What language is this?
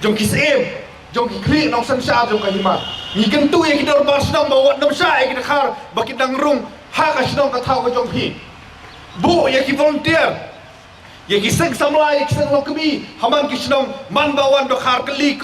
Khasi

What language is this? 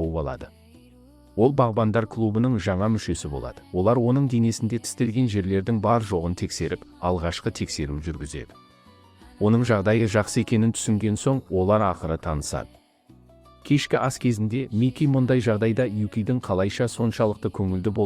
Kazakh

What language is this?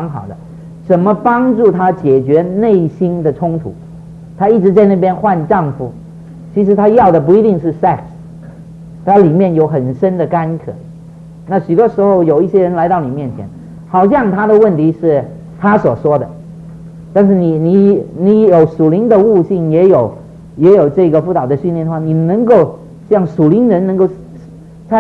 Chinese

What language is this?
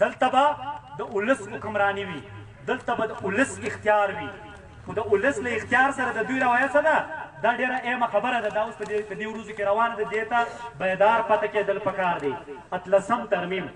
Pashto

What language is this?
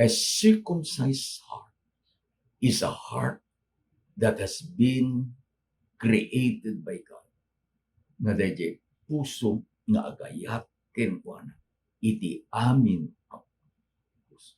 Iloko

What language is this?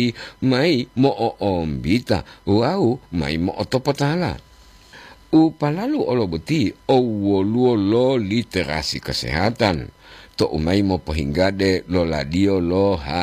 Gorontalo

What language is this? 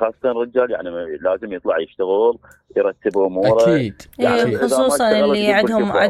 Mesopotamian Arabic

